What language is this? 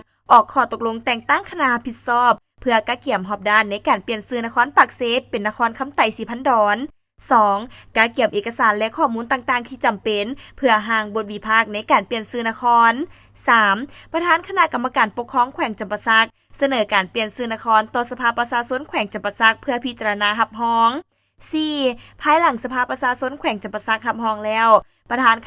Lao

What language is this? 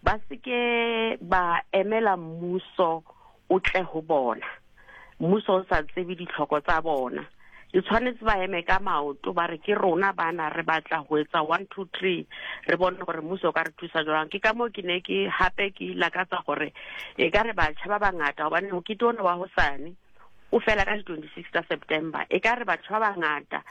Southern Sotho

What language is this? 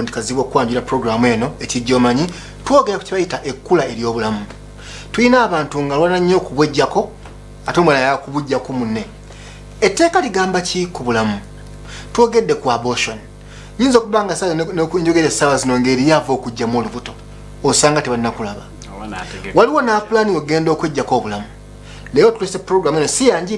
Ganda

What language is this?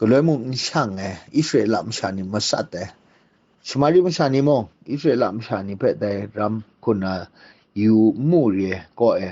Kachin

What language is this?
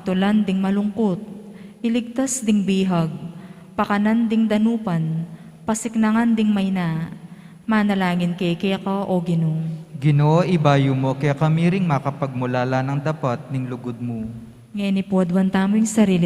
Pampanga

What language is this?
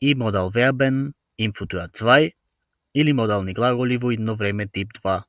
Macedonian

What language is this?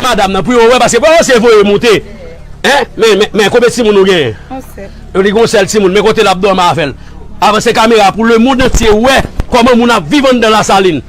Haitian Creole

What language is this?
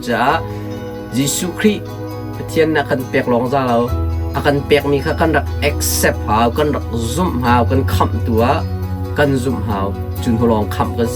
Hakha Chin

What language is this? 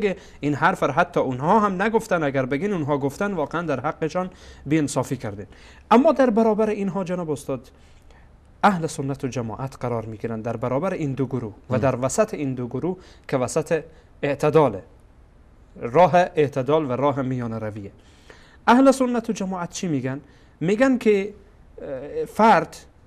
Persian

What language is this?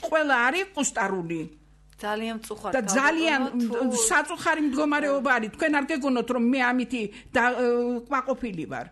Georgian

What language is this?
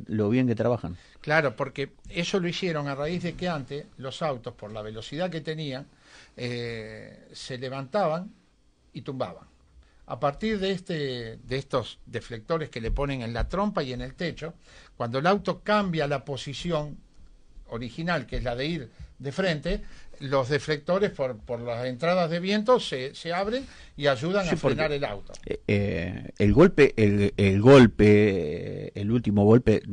Spanish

